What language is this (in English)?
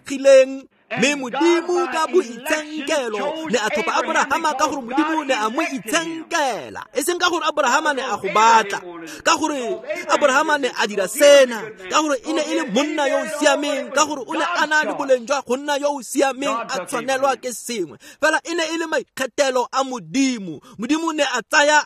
Tswana